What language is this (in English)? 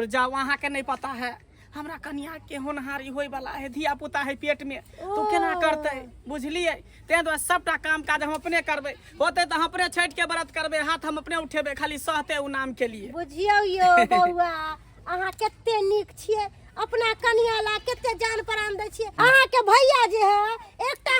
Maithili